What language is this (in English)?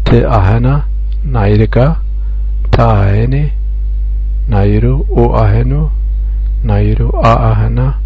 Zaza